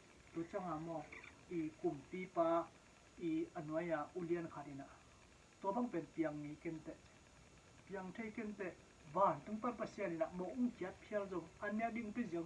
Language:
Tedim Chin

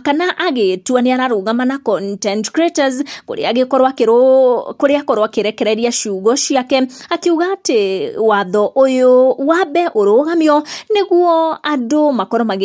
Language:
Kikuyu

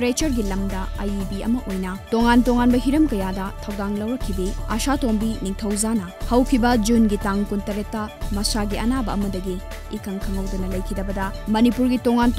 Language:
Manipuri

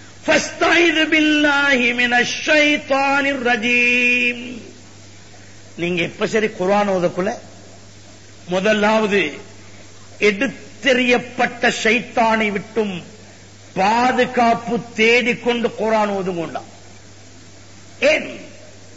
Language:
Tamil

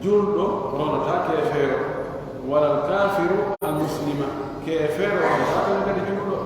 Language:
Pular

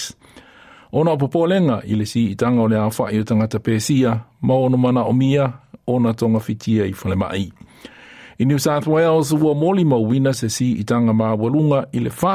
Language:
Samoan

